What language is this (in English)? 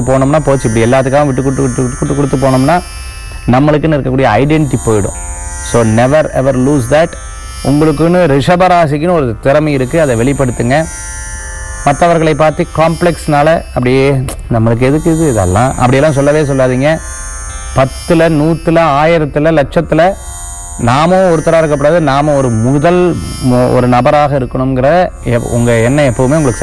Tamil